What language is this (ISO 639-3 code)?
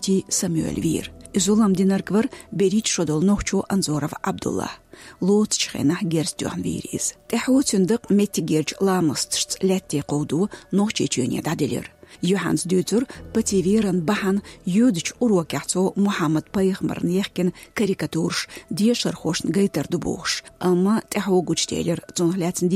che